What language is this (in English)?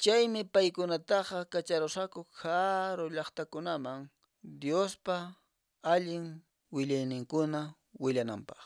Quechua